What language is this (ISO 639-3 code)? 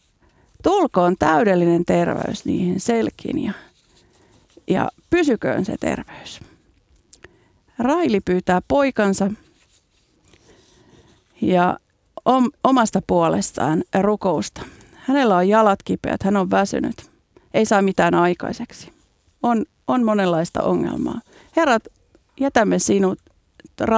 fin